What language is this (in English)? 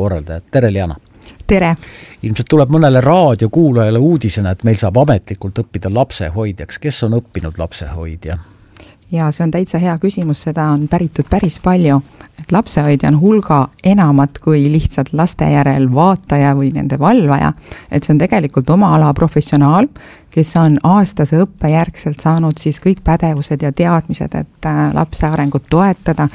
Estonian